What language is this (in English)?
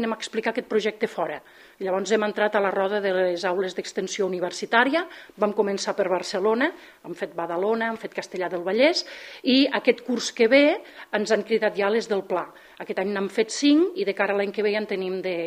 Catalan